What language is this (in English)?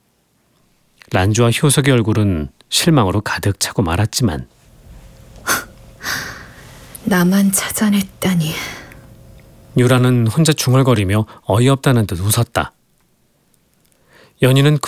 Korean